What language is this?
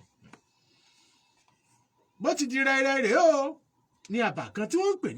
Yoruba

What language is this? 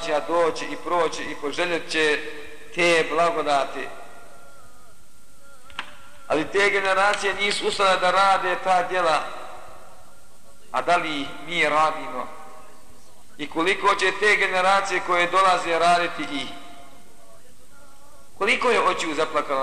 Bosnian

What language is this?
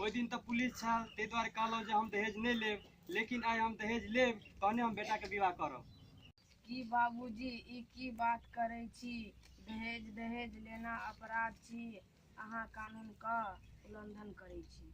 Maithili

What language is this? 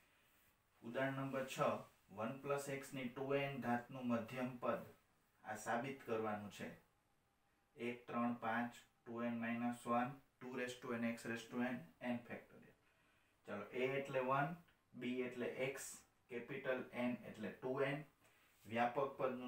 Gujarati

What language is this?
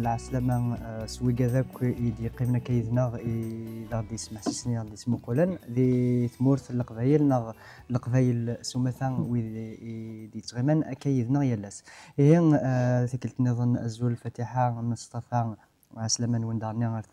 Kabyle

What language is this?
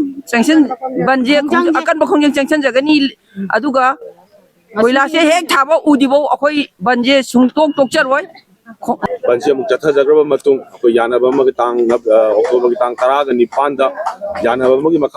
Manipuri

